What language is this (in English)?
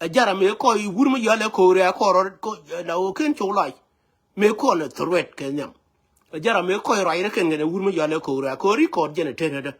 Nuer